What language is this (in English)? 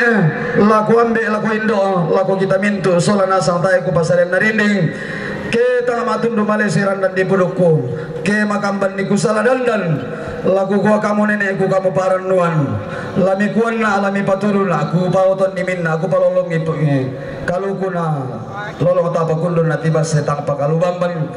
Toraja-Sa'dan